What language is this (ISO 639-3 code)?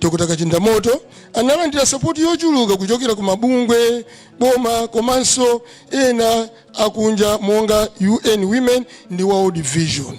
nya